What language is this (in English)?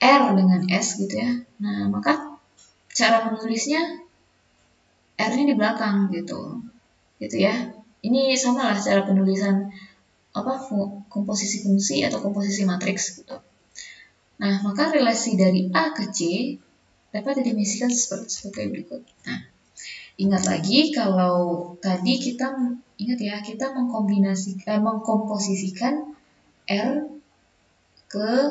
Indonesian